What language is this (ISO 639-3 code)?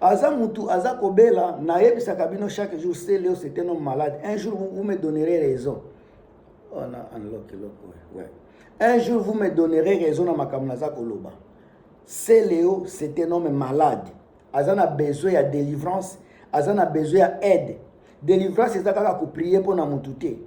lin